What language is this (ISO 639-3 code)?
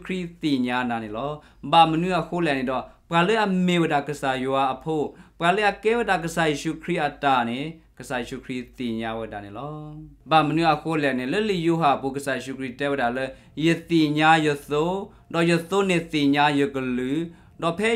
ksw